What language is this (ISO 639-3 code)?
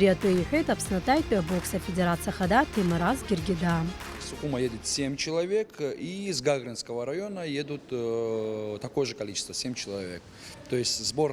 abk